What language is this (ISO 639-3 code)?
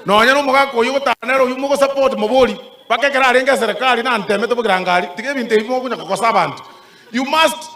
guz